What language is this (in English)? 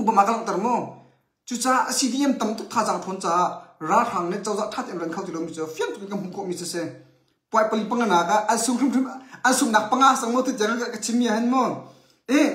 Hakha Chin